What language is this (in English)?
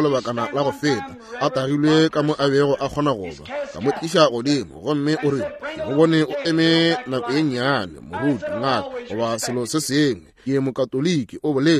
Northern Sotho